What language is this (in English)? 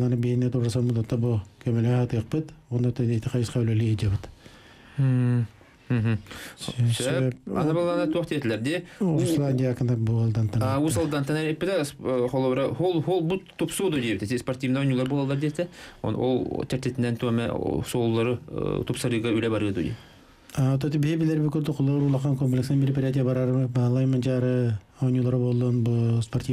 Yakut